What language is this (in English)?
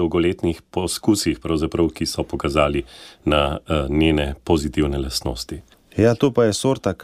Slovenian